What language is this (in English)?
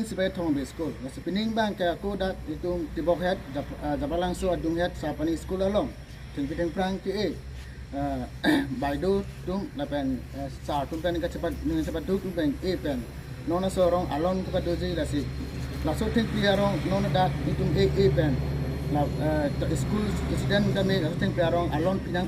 Karbi